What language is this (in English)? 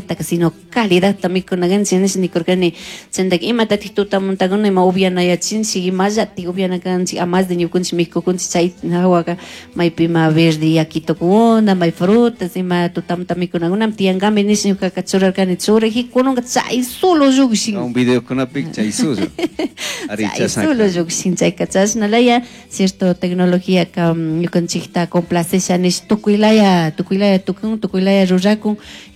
Chimborazo Highland Quichua